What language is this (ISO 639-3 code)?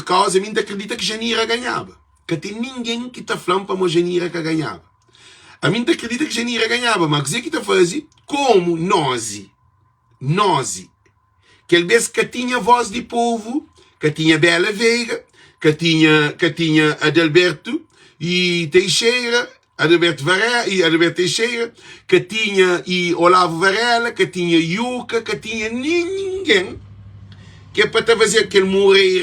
kea